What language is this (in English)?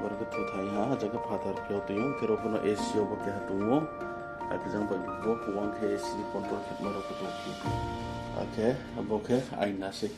Riang (India)